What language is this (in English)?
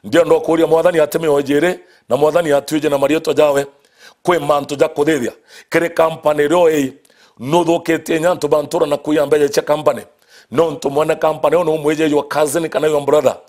Meru